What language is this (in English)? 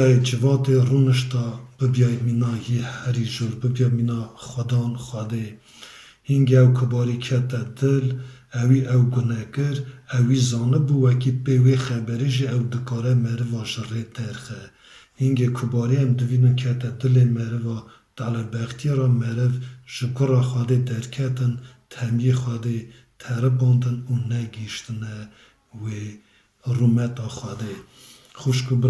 Kurdish